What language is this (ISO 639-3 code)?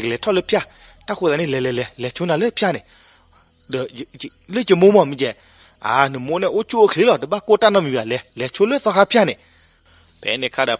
ksw